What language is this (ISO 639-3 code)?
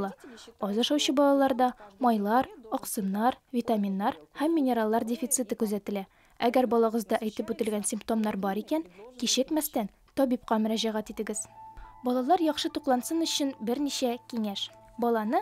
tat